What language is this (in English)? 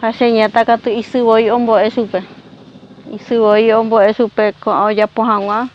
Guarani